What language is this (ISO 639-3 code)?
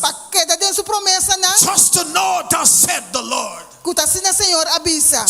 pap